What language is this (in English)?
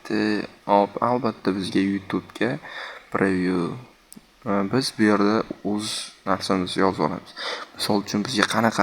Uzbek